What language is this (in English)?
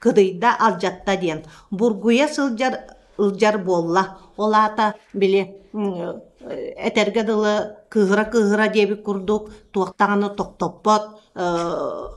Yakut